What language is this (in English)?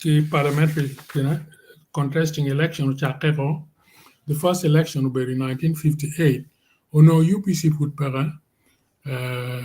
Acoli